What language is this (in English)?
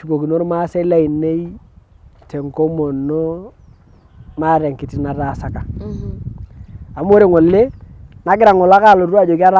Masai